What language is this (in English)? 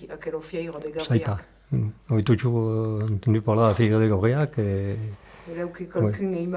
Occitan